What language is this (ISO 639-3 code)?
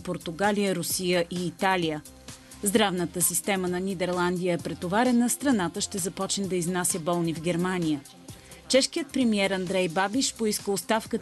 bul